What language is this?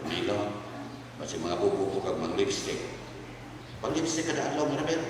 Cebuano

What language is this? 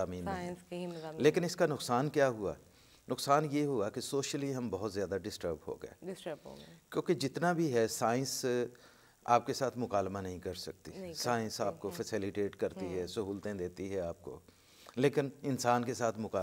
Urdu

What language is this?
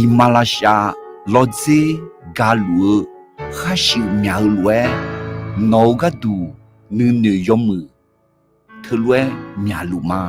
Akha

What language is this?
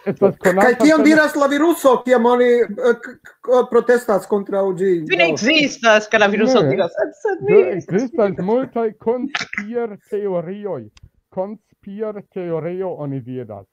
Esperanto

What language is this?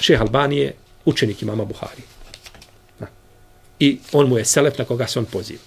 Bosnian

